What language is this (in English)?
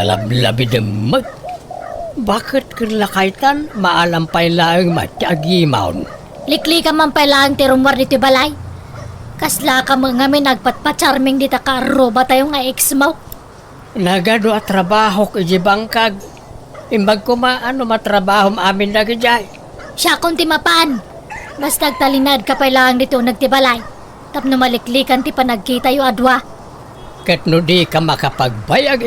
Iloko